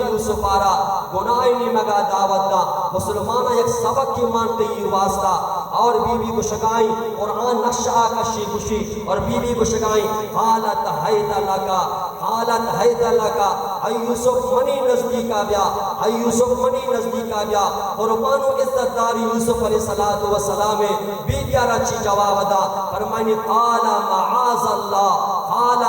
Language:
Baluchi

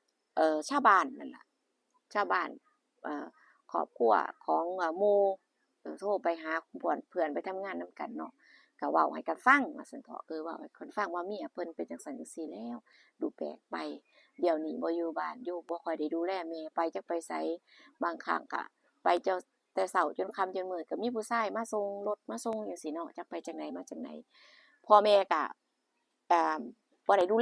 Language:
Northeastern Thai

